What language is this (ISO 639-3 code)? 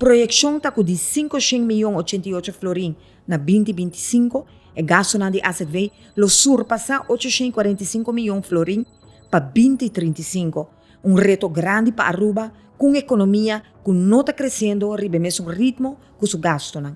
pap